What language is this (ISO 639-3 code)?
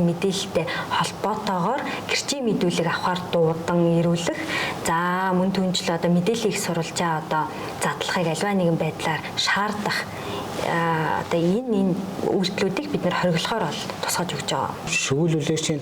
mon